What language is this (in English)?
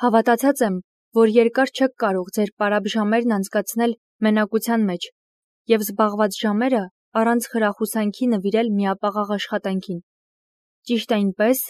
Armenian